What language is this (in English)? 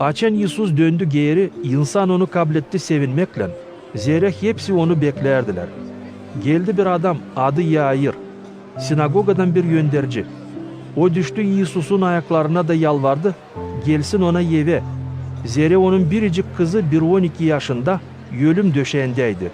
Gagauz